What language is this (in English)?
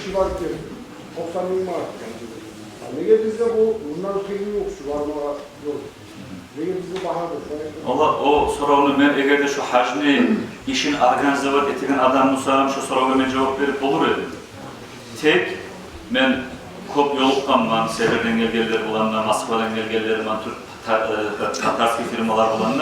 Kumyk